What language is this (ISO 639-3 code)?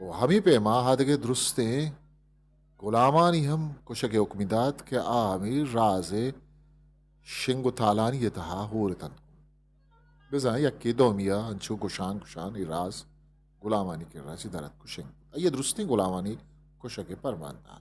bgp